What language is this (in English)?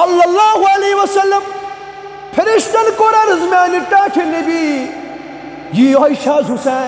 Kashmiri